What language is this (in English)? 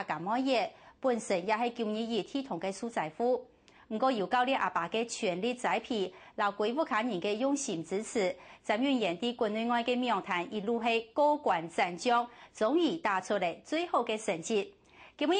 Hakka Chinese